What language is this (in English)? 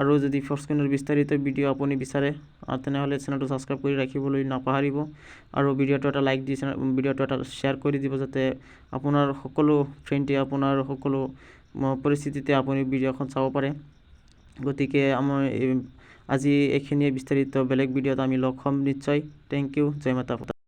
Assamese